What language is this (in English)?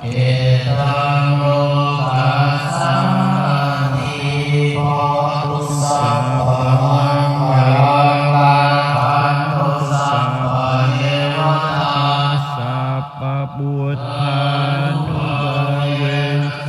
Pali